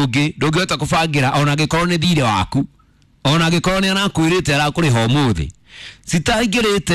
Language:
Kikuyu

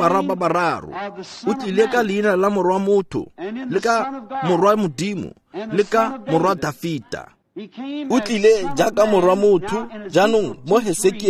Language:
Tswana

